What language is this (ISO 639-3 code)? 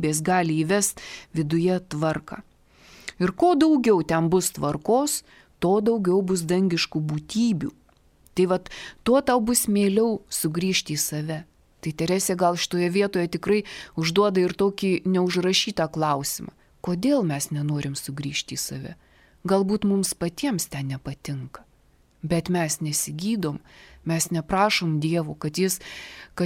lit